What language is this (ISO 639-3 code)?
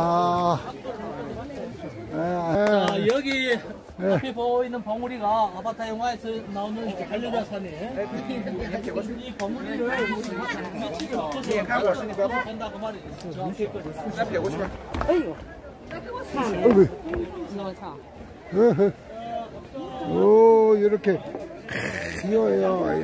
kor